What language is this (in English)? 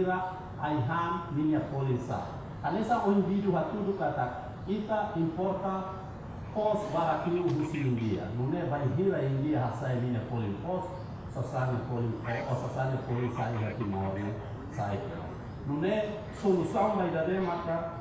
Tetum